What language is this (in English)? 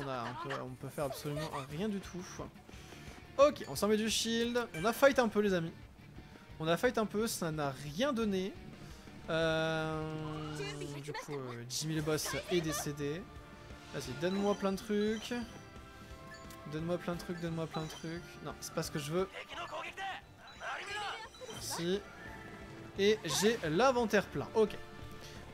French